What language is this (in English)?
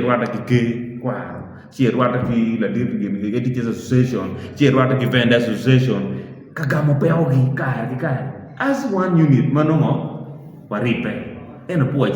Acoli